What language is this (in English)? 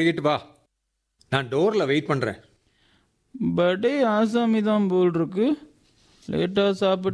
Tamil